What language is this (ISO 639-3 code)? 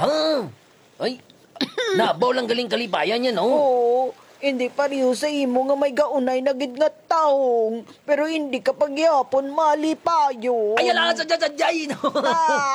hil